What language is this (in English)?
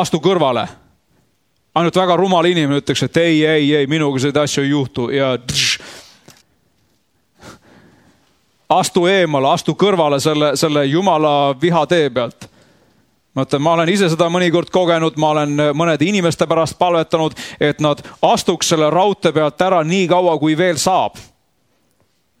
Estonian